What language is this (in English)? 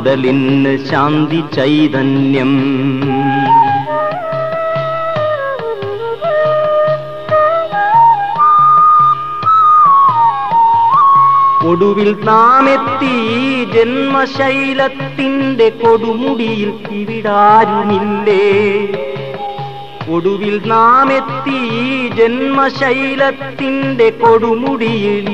Malayalam